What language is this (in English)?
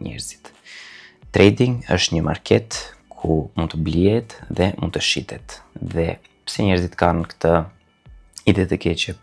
Albanian